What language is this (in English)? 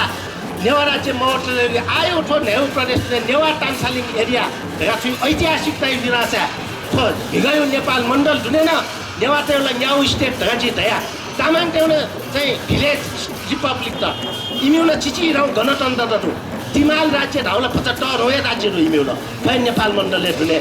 Newari